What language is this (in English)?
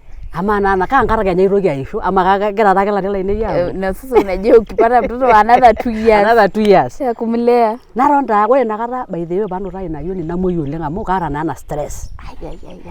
Masai